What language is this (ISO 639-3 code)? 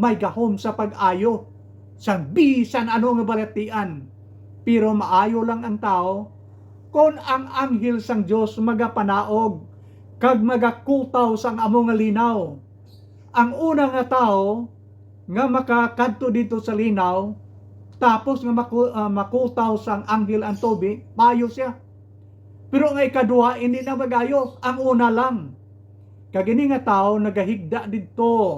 hil